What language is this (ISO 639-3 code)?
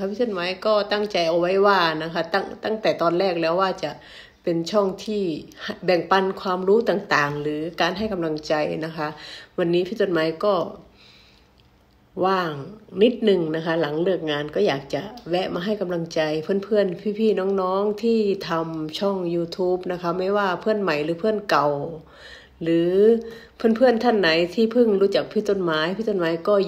tha